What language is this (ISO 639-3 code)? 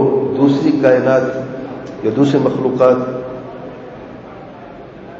urd